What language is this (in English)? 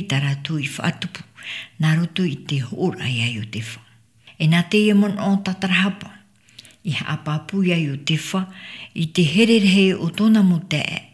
Tahitian